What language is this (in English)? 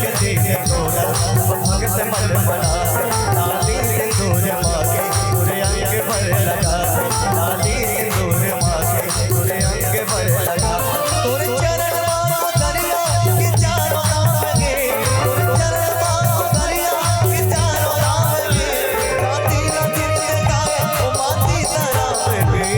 Chhattisgarhi